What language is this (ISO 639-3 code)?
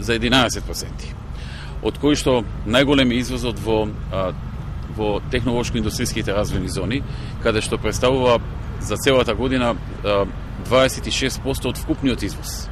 mkd